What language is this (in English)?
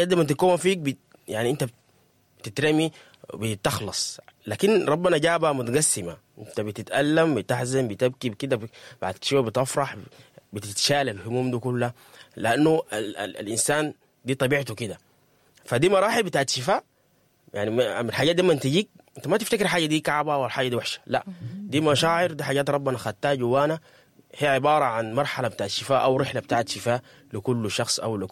Sudanese Arabic